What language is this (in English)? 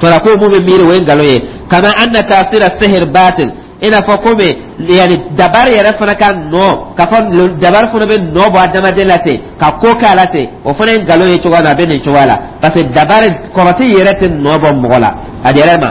Dyula